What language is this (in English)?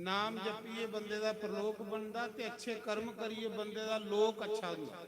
Dogri